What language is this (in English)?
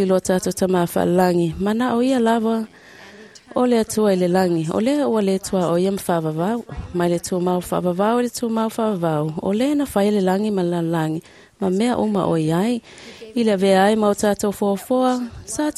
Samoan